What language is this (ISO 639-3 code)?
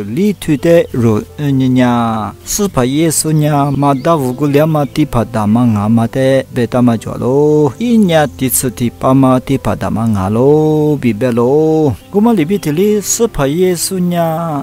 lis